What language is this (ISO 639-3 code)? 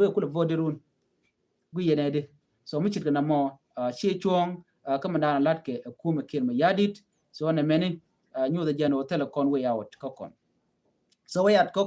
nus